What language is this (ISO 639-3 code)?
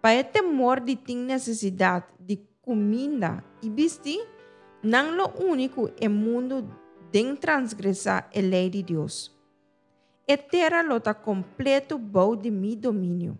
pap